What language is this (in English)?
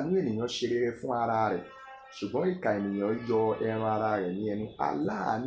Yoruba